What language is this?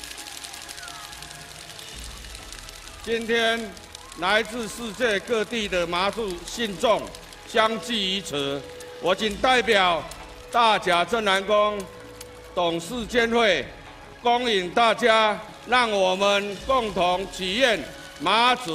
Chinese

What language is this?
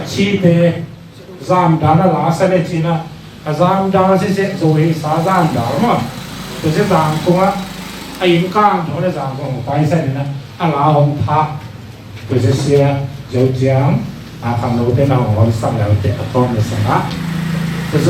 Tedim Chin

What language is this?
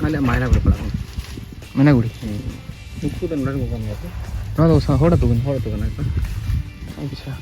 Santali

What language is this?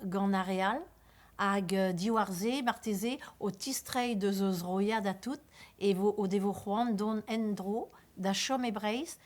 Breton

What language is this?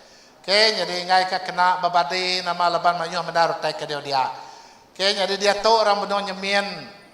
Iban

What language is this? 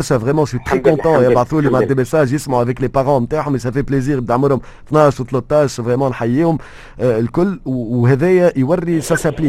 Tunisian Arabic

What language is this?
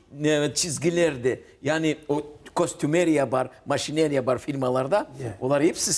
Crimean Tatar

